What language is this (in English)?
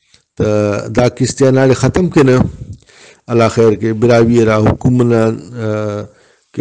Brahui